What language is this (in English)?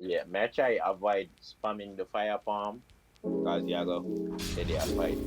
Jamaican Creole English